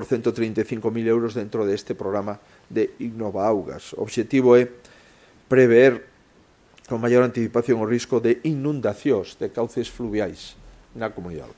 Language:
Galician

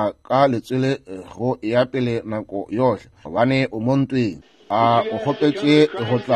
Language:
Northern Sotho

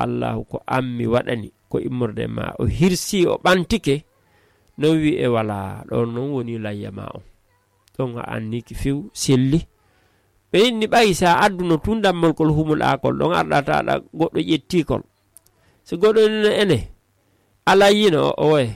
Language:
Fula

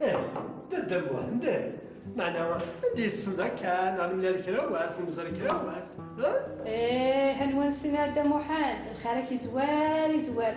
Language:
Kabyle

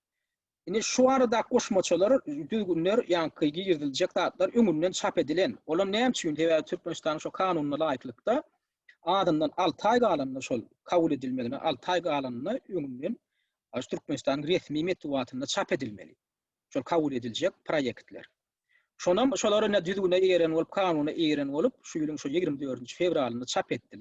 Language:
Turkmen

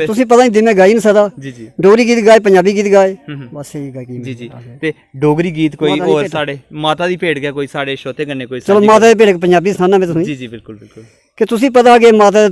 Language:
Dogri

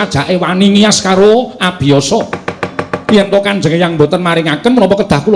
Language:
Javanese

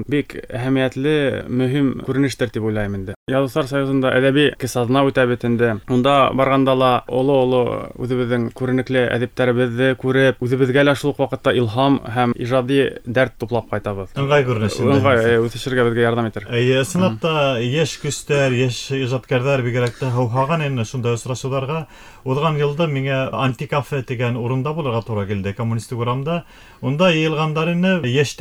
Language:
Bashkir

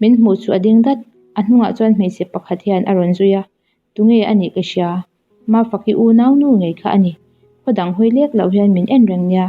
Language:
Mizo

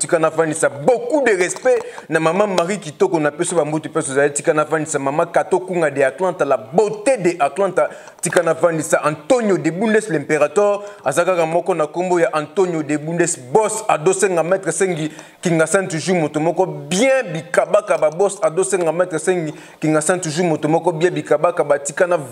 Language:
Lingala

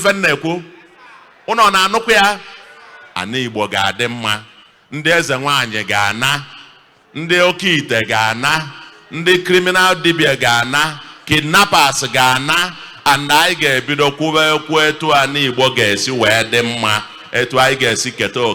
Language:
Igbo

